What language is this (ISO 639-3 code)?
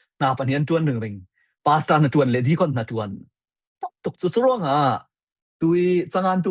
cfm